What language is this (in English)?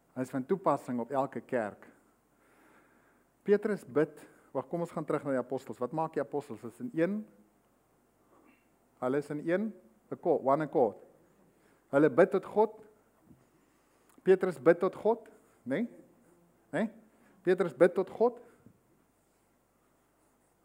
Afrikaans